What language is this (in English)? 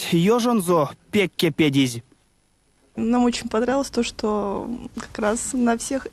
Erzya